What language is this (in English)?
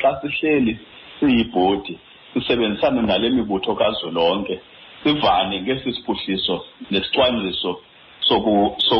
Xhosa